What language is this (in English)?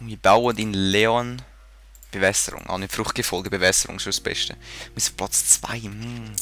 Swiss German